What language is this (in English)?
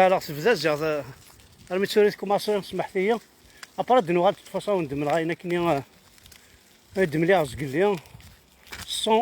Kabyle